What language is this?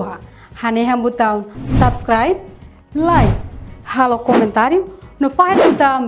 Tetum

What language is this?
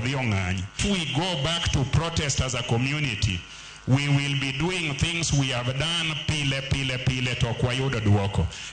Luo (Kenya and Tanzania)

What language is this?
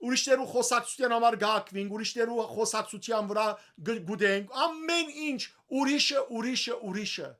Western Armenian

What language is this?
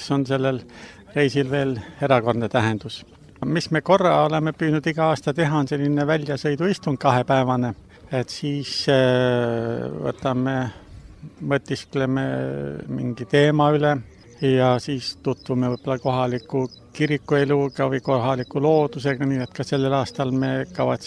Estonian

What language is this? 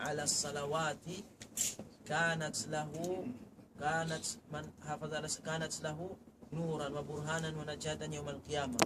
Tausug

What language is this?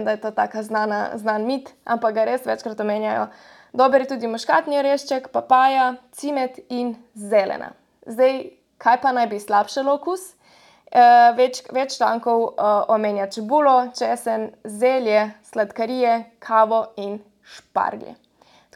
Slovenian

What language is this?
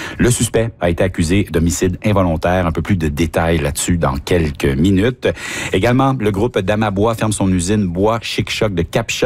French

